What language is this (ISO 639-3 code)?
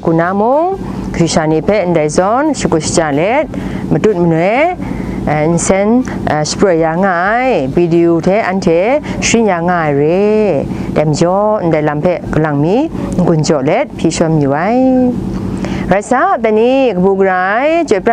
kac